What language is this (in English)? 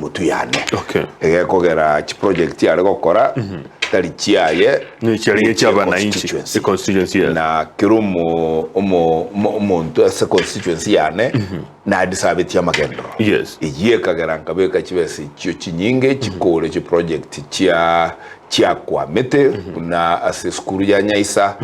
Gusii